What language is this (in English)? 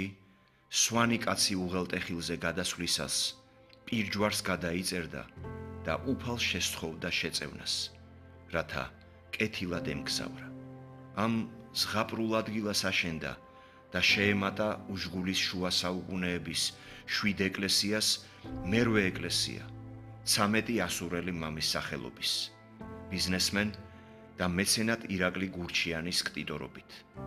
Georgian